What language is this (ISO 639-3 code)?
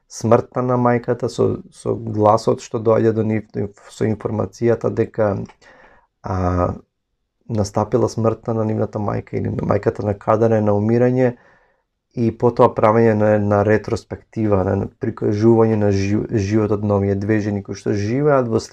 mkd